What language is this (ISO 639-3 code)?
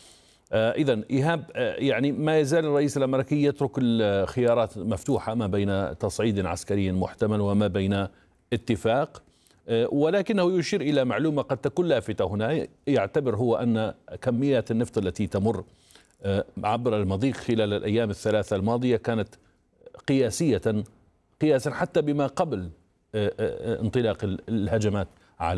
ara